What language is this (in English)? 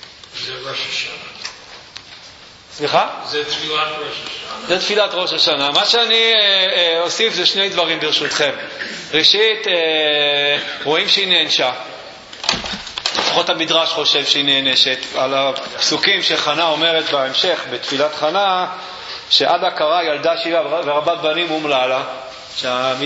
Hebrew